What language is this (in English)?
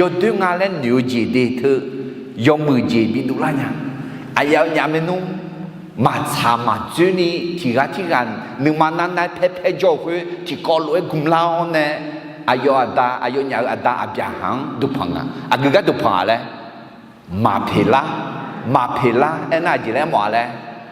Akha